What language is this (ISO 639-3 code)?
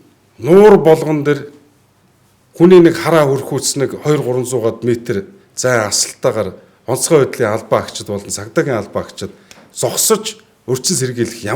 mon